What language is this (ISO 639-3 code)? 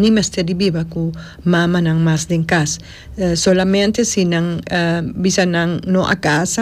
pap